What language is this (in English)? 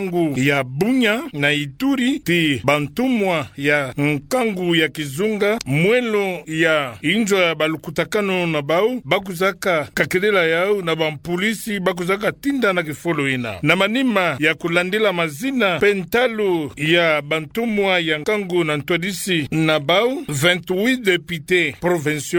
Kituba (Democratic Republic of Congo)